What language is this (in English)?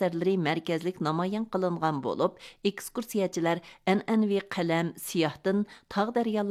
Uyghur